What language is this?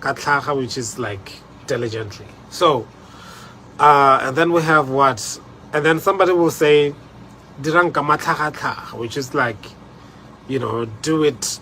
Tswana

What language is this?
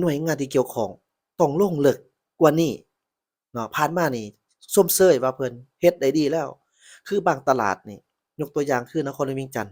Lao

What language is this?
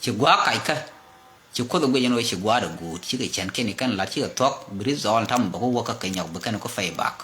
Nuer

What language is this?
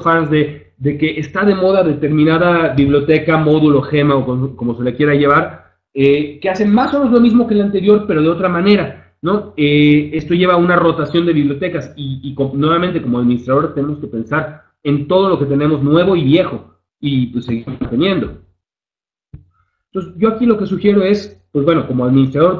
Spanish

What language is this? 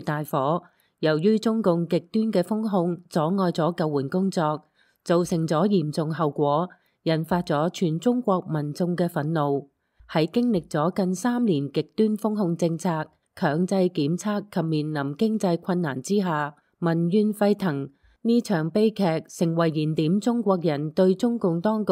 Cantonese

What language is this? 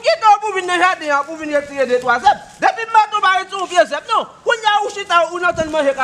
Haitian Creole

